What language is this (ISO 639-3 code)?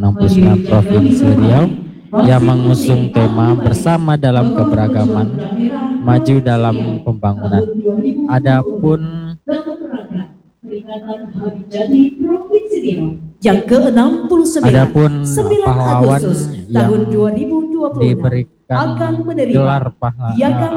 ind